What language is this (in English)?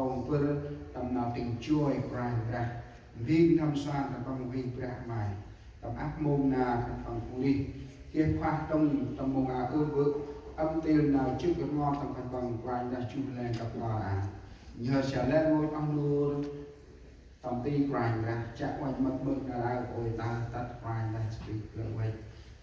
Central Mnong